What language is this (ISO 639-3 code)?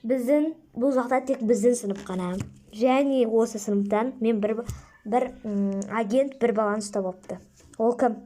kaz